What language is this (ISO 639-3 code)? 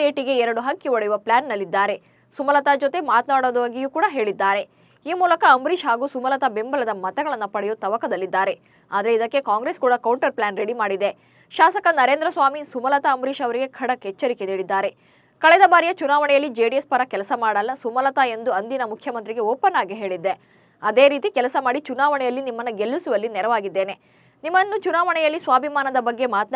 kan